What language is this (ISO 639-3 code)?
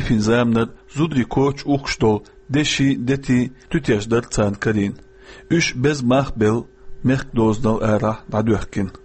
che